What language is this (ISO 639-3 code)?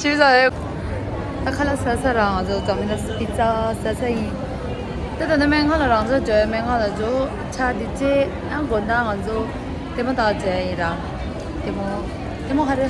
bod